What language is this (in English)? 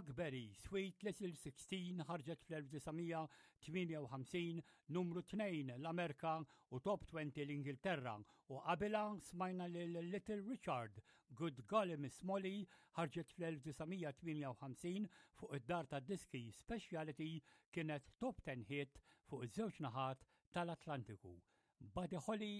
Maltese